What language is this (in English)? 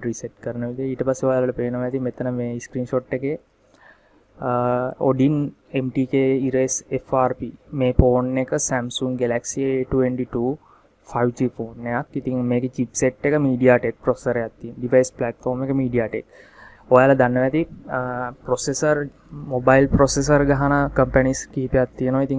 Sinhala